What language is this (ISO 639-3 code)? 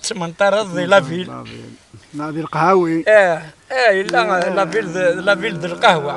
kab